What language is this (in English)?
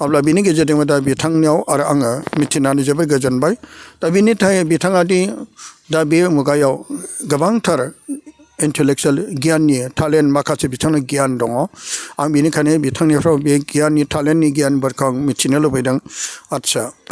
Bodo